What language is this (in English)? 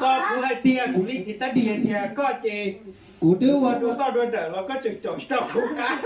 Hmong